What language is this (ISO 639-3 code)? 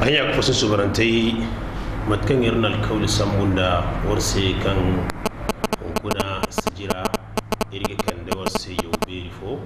dje